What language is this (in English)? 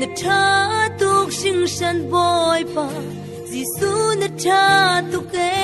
Falam Chin